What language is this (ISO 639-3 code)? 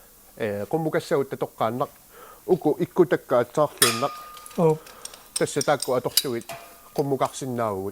kal